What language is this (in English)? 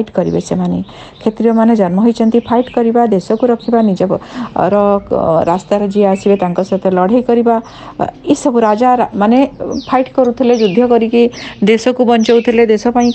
Odia